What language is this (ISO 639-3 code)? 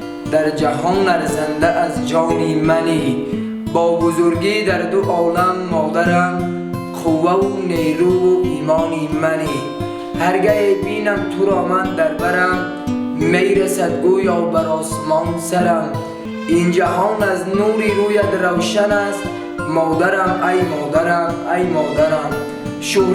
tgk